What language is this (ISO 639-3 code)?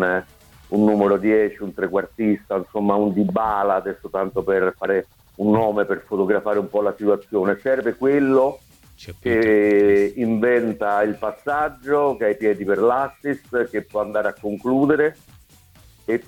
ita